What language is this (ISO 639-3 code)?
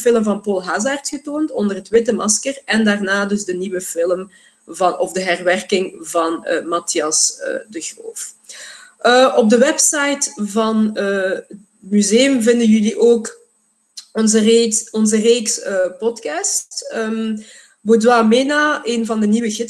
nld